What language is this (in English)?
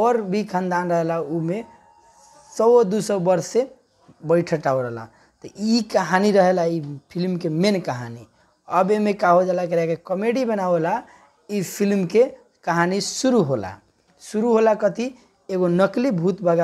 Bhojpuri